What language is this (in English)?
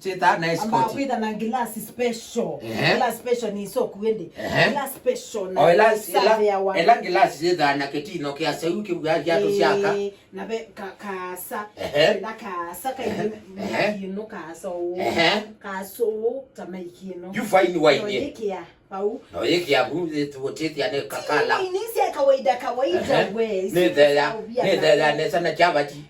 Kamba